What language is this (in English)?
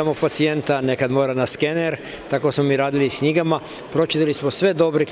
Serbian